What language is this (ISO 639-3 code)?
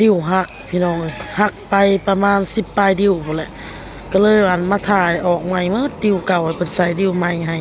tts